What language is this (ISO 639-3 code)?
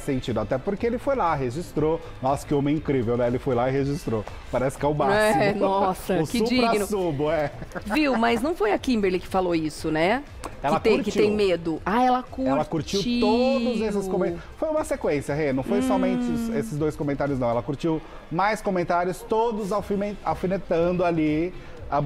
por